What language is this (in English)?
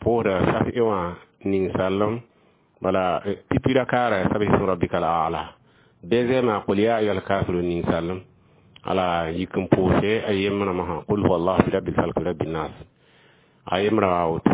Mossi